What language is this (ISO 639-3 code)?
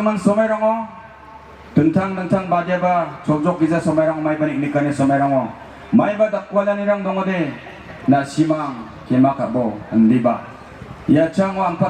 grt